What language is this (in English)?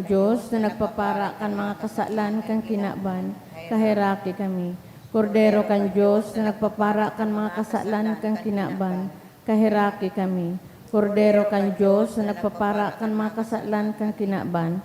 Bikol